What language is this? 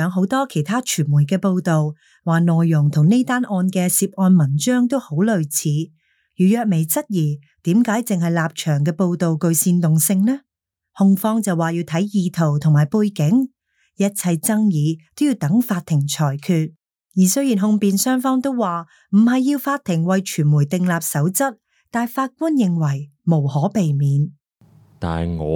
Cantonese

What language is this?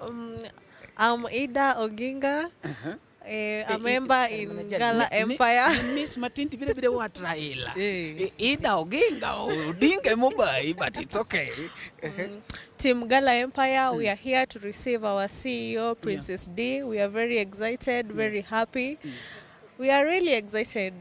Luo (Kenya and Tanzania)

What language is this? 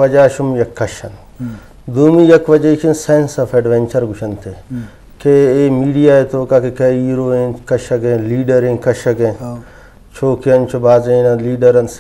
Eastern Balochi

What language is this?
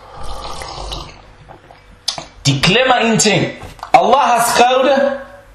Danish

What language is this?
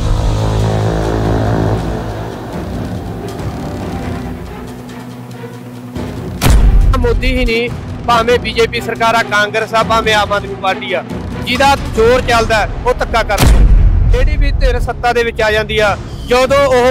Punjabi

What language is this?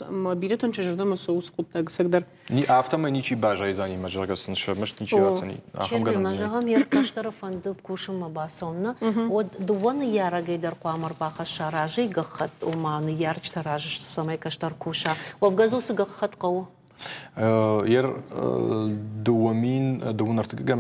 Ossetic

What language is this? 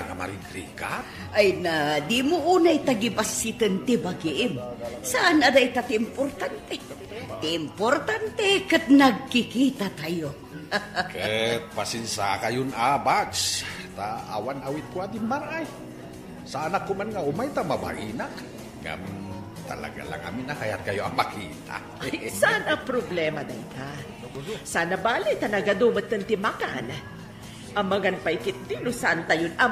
Iloko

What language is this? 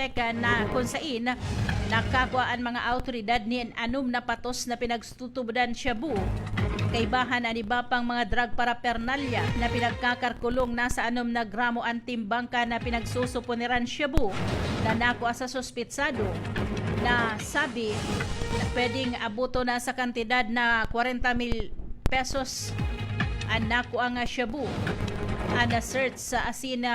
Bikol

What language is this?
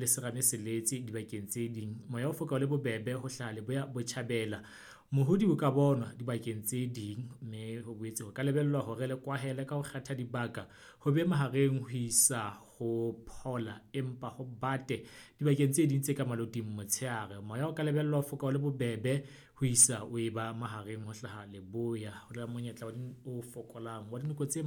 Southern Sotho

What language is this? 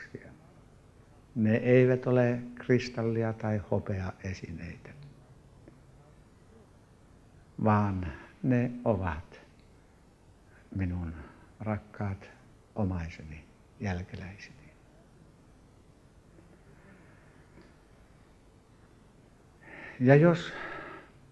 Finnish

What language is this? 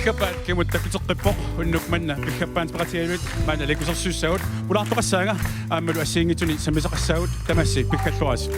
Kalaallisut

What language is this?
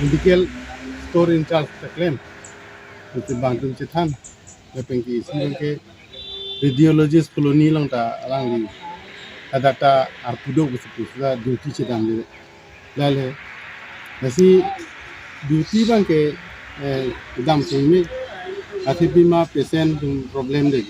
Karbi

